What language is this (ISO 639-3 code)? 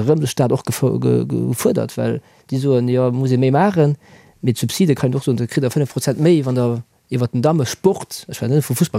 ltz